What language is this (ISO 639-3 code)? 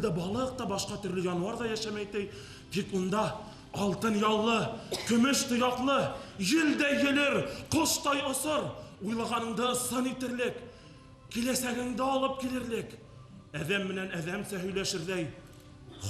bak